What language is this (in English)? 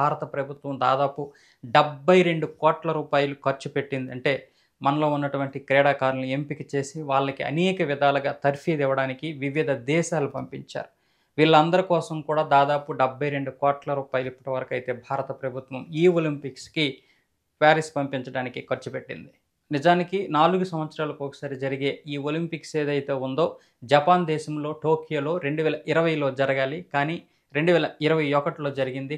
Telugu